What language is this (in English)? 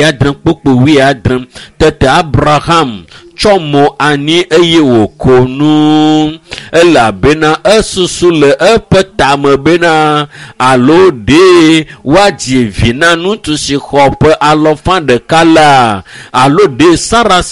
Ewe